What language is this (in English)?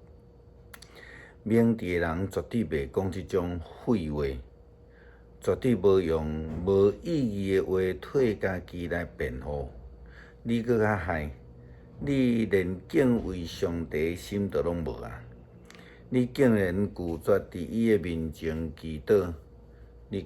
Min Nan Chinese